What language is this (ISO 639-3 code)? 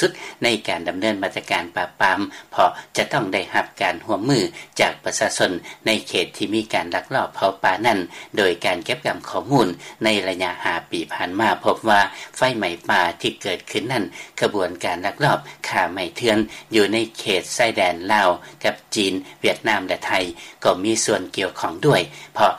lao